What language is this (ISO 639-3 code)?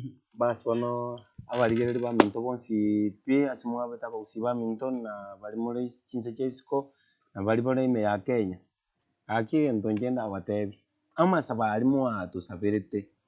guz